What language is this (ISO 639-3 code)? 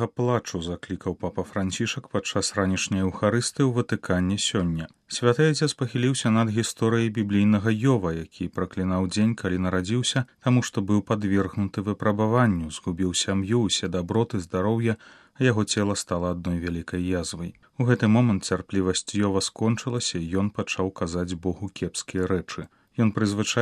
bel